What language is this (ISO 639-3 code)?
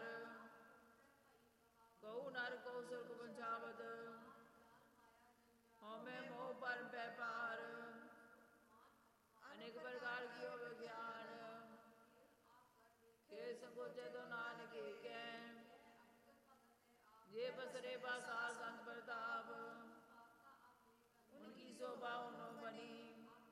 pan